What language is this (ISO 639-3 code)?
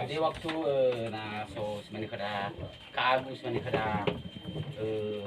nia